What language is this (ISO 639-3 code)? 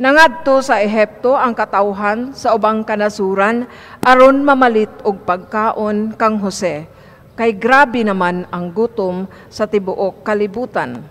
ceb